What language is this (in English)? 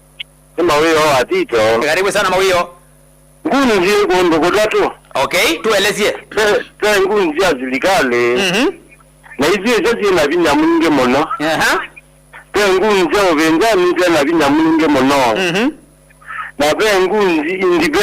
Kamba